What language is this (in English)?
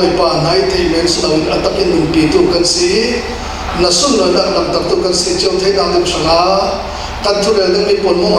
Falam Chin